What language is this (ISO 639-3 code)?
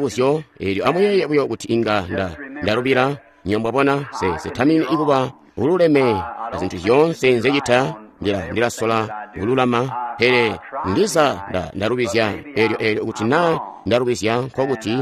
toi